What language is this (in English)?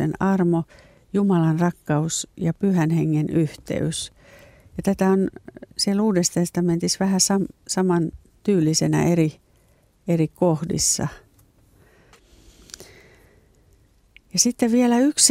Finnish